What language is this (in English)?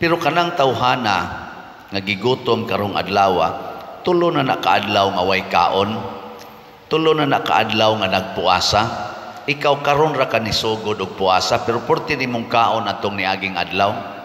Cebuano